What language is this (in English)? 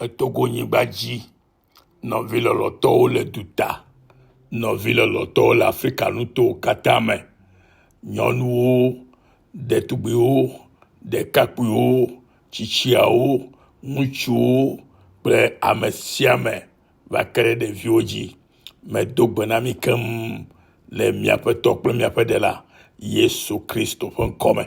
Ewe